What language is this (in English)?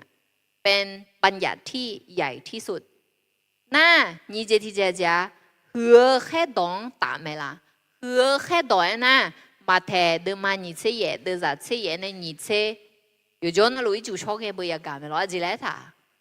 Akha